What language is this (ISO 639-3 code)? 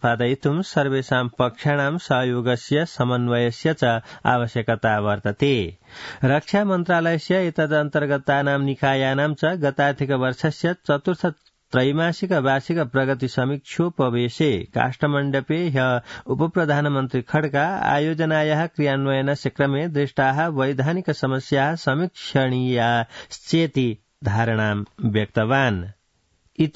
san